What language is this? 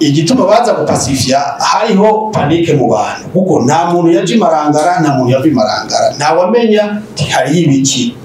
Rundi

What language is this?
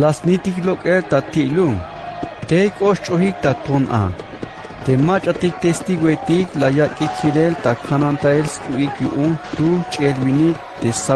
Tzeltal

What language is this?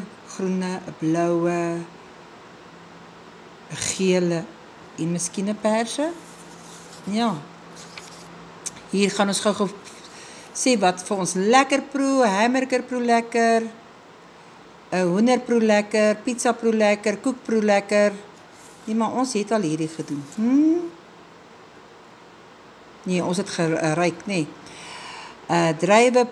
Afrikaans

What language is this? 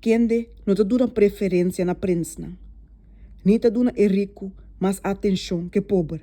Papiamento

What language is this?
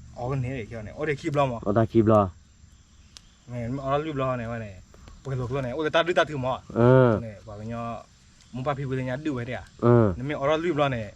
S'gaw Karen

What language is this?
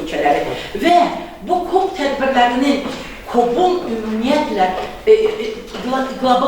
Azerbaijani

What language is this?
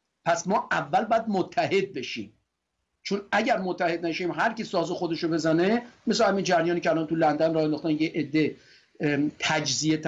Persian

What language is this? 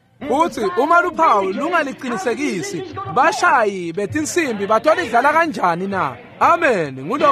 Swati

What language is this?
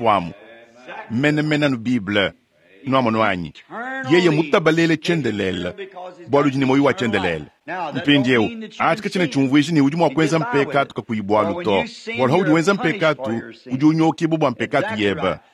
Luba-Lulua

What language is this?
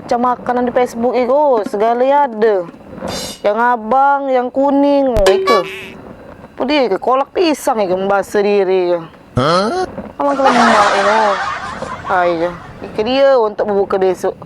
Musi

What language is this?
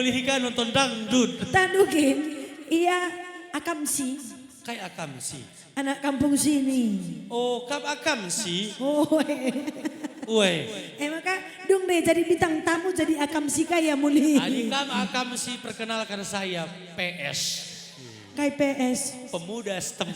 Batak Karo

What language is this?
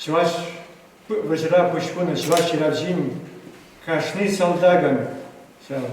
Chuvash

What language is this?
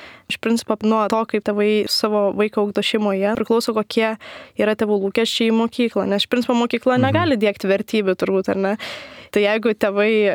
Lithuanian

